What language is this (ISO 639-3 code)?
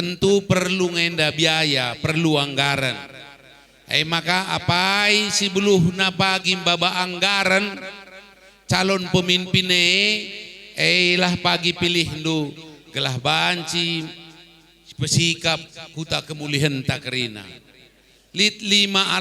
btx